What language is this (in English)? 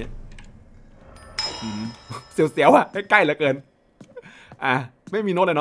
Thai